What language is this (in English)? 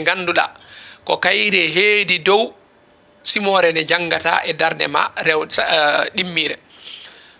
Fula